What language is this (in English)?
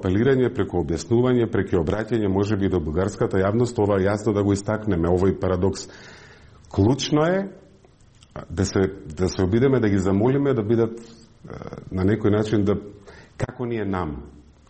Macedonian